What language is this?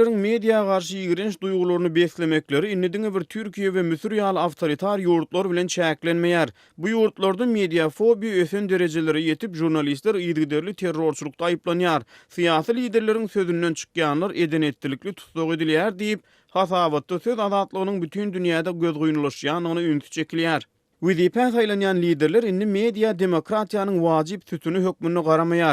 Turkmen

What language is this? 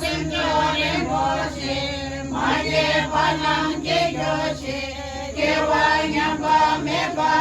Tibetan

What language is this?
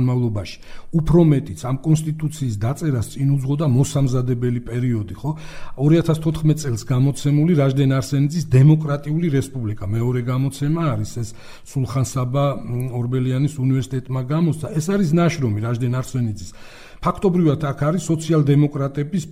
Georgian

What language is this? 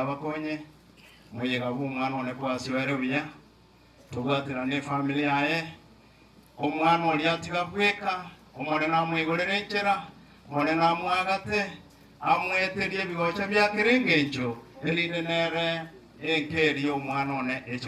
Gusii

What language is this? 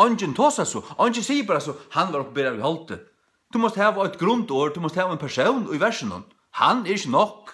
Faroese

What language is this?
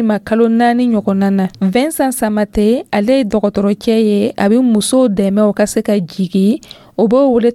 Dyula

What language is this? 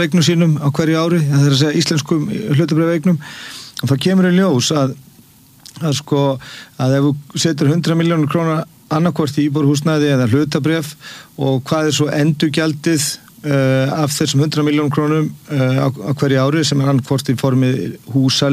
Icelandic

